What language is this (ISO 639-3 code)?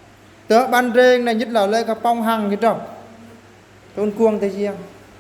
bru